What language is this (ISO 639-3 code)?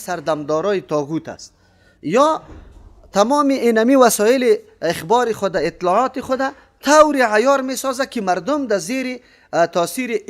fas